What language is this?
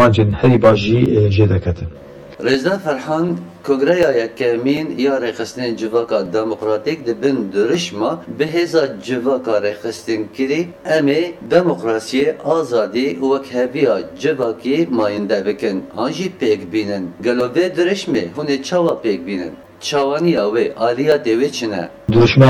Kurdish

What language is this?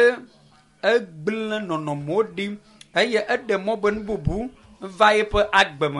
Ewe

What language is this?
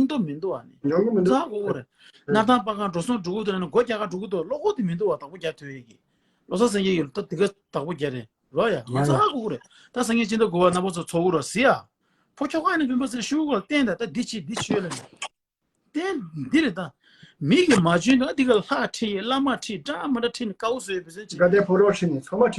Tibetan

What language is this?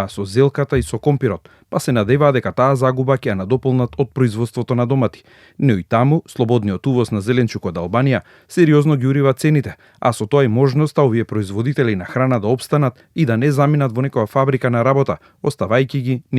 Macedonian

